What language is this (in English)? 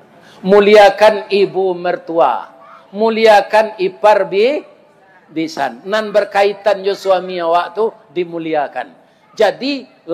Minangkabau